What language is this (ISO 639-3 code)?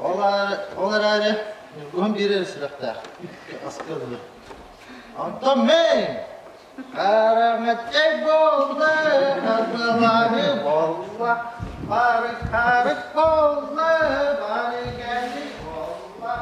sah